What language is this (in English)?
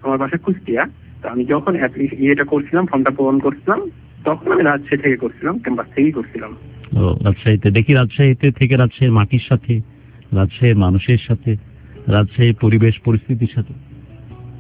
Bangla